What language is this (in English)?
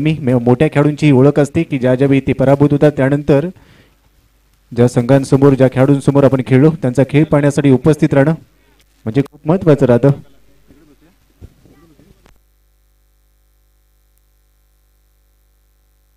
Marathi